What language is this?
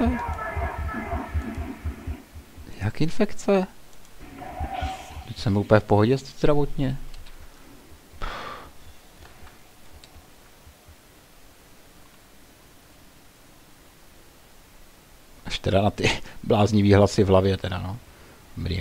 Czech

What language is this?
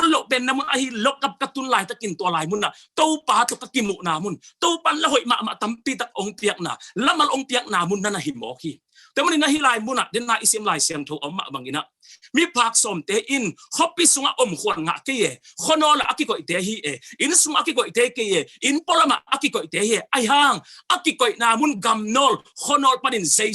Tedim Chin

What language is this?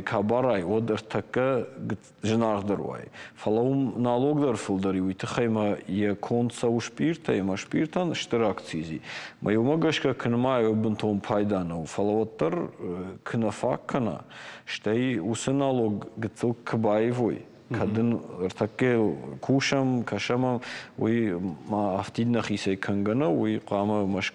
Ossetic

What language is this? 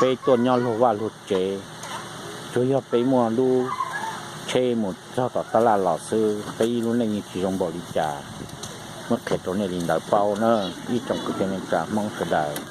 Hmong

